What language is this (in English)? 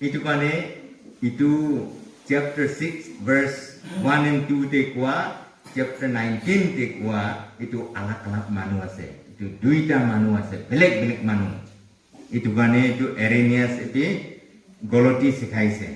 Naga Pidgin